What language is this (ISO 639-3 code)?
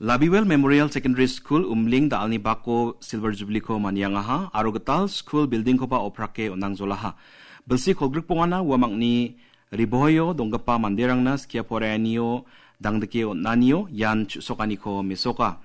grt